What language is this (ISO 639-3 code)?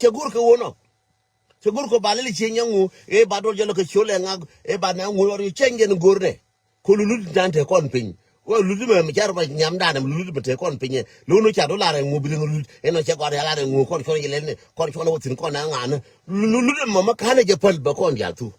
nus